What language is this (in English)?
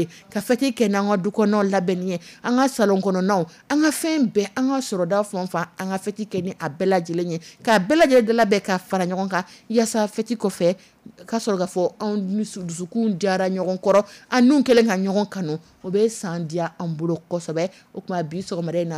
Dyula